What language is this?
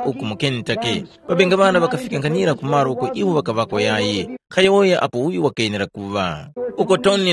Tumbuka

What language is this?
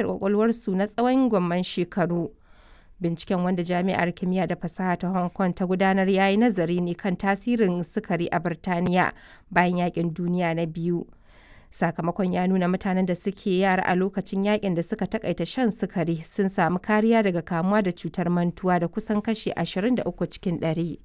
Hausa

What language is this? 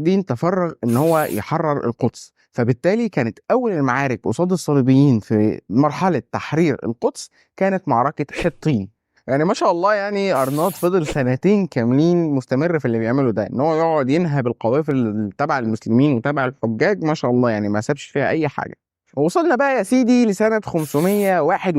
Egyptian Arabic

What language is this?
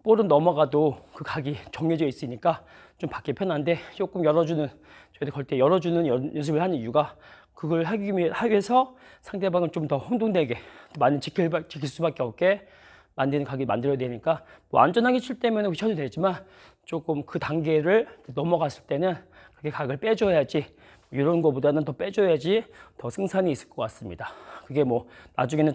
Korean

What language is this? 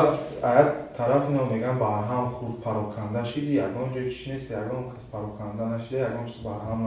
Tajik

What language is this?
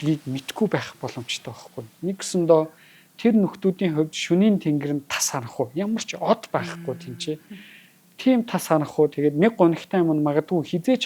Mongolian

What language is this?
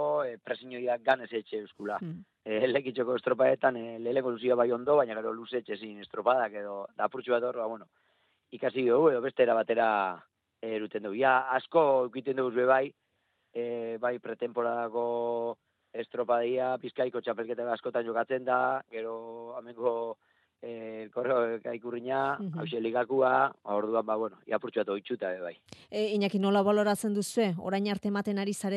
Basque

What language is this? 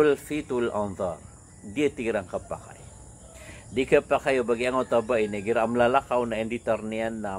Maranao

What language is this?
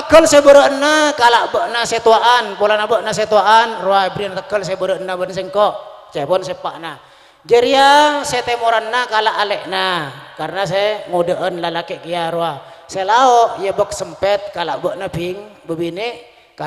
Madurese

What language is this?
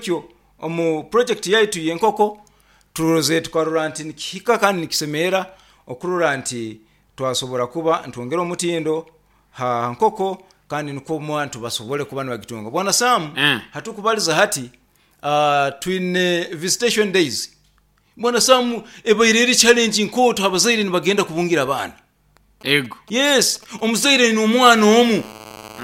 Nyoro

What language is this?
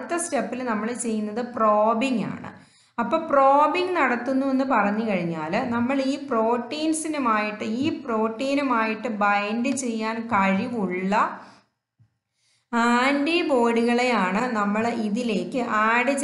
Malayalam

